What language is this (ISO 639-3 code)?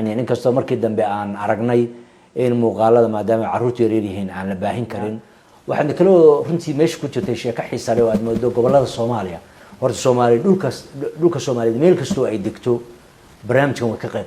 som